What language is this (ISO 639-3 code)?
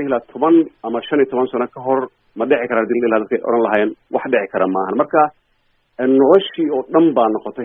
som